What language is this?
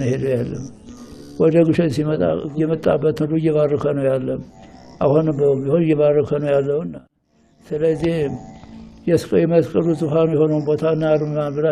Amharic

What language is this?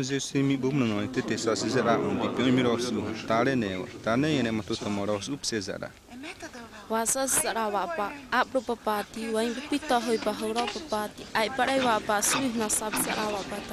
Xavánte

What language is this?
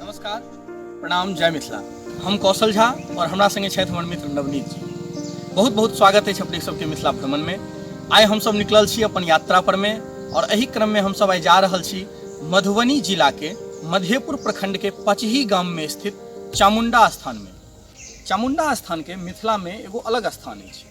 Maithili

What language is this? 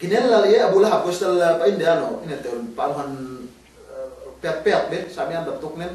Yakan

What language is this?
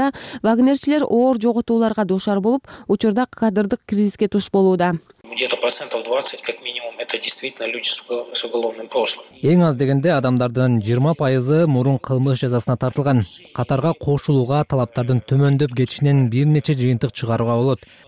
Kyrgyz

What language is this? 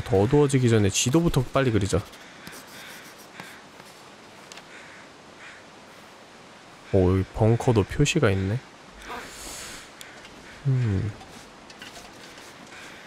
Korean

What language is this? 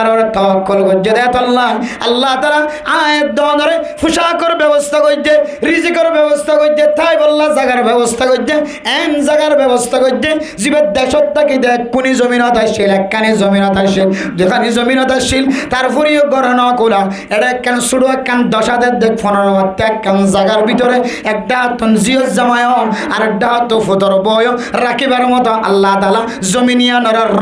Rohingya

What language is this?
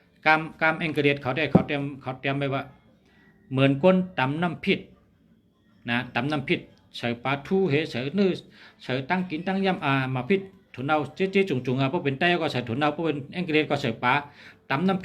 Shan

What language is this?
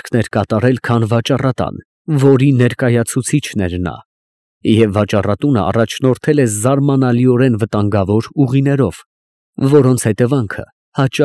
Armenian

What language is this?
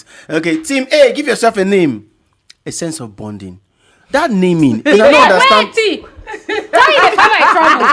Nigerian Pidgin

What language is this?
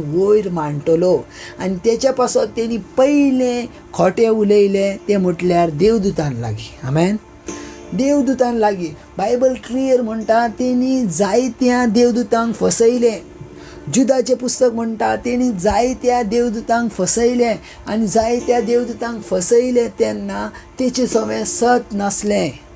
Konkani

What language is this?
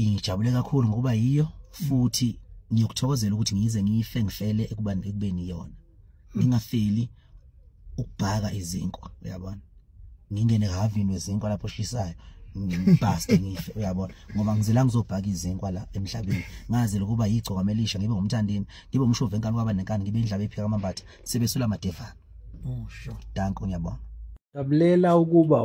Zulu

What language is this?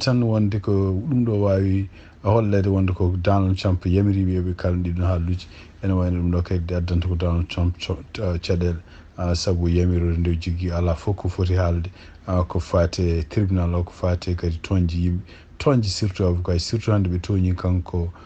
Fula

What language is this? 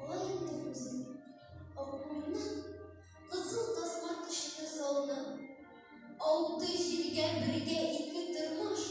Tatar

